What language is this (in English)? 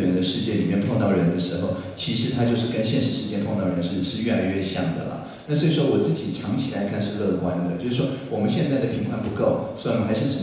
Chinese